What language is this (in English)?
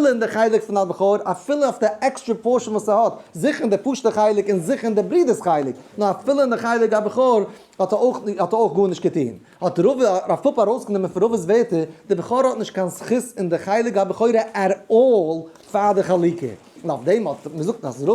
Yiddish